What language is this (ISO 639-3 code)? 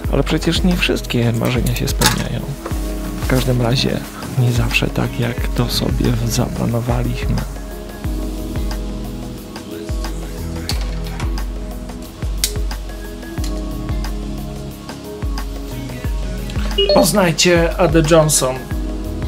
pol